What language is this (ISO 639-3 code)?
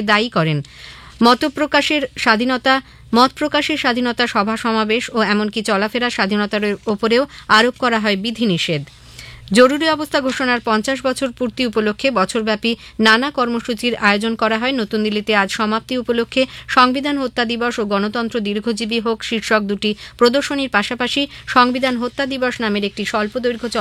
ben